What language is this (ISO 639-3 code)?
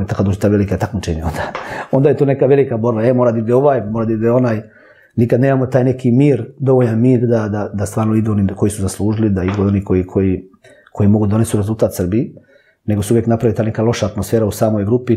srp